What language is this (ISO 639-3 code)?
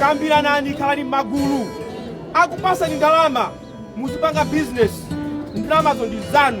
nya